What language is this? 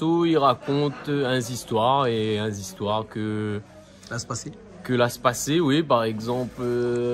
Réunion Creole French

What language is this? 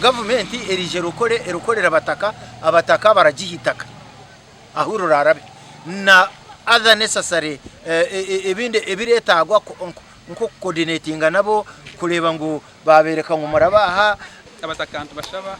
Nyankole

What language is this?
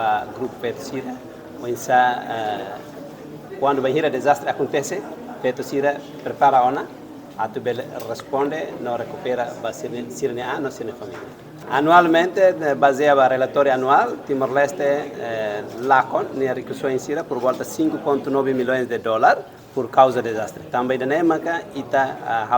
Tetum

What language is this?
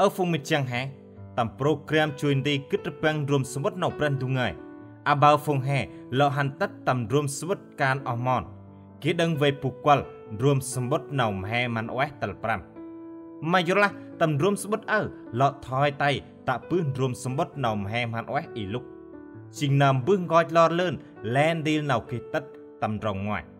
Central Mnong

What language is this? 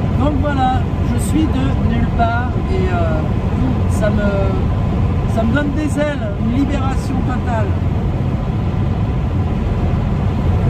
French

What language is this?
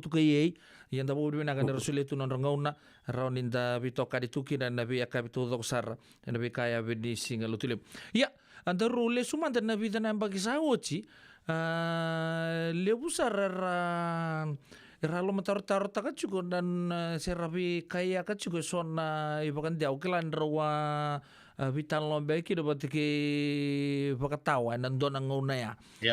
Fijian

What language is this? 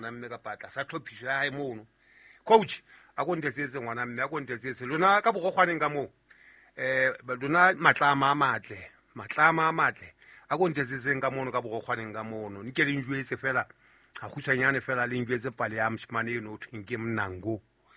Southern Sotho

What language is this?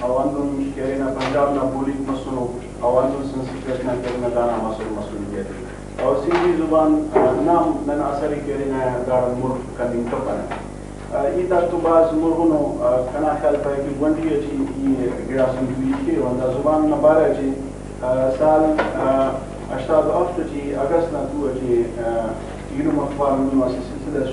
Brahui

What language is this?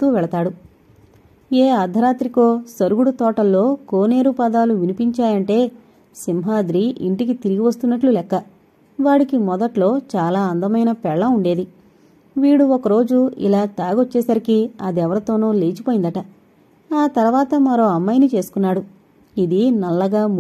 Telugu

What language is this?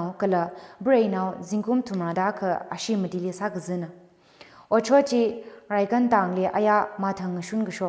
Tangkhul Naga (India)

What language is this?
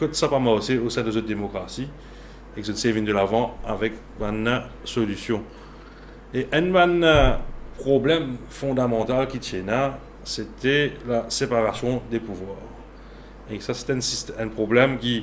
Morisyen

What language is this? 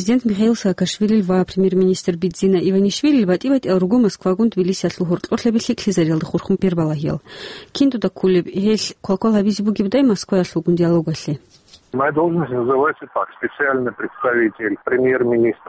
Avaric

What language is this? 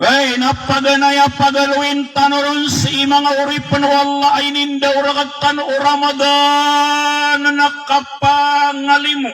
Maranao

